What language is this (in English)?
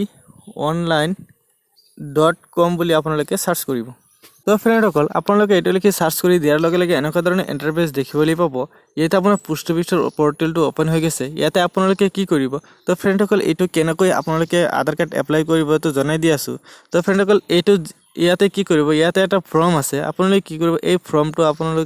Assamese